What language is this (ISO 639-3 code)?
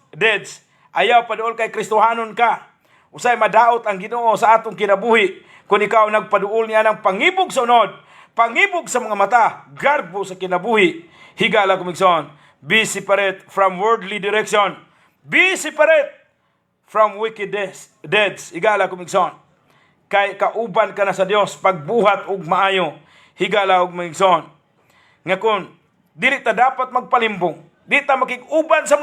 ceb